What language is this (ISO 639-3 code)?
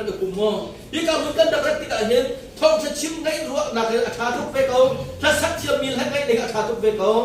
cnh